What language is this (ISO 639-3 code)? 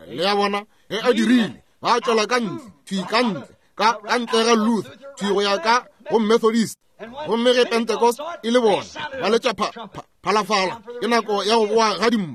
nso